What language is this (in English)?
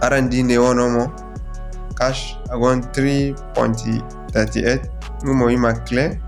Zarma